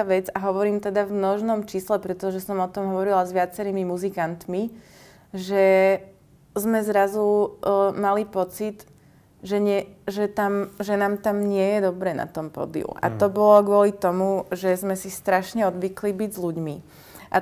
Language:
Slovak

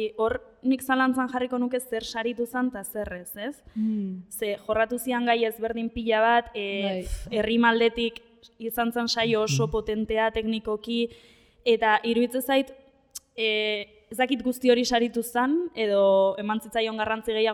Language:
Basque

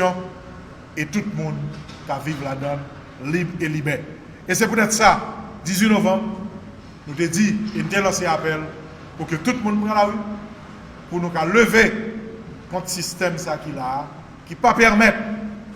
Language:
Haitian Creole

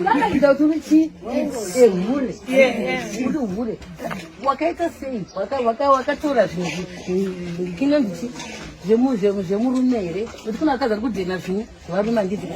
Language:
Shona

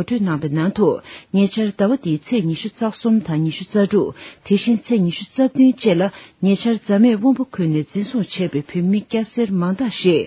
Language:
Tibetan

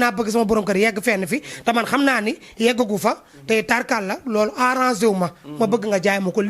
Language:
Wolof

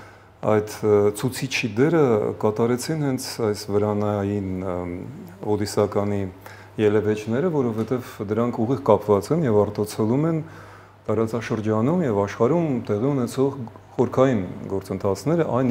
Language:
Armenian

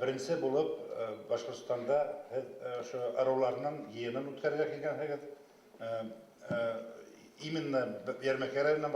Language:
Bashkir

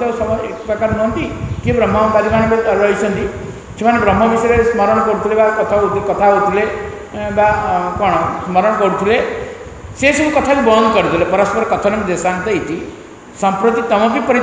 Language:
Odia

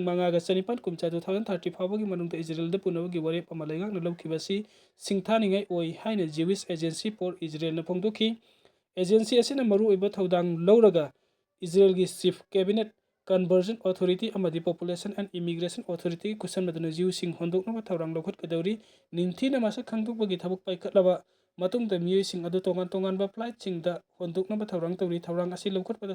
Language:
Manipuri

